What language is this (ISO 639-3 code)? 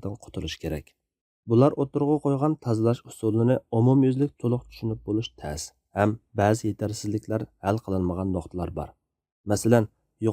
uig